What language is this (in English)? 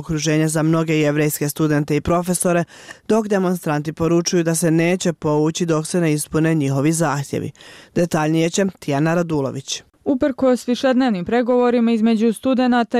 Bosnian